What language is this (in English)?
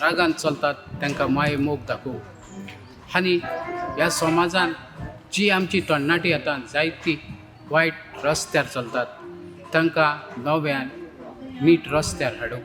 Konkani